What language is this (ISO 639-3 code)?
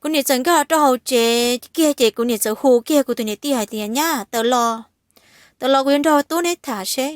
hmn